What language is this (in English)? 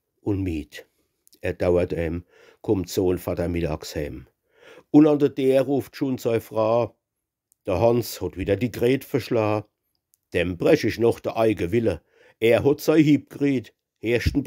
Palatine German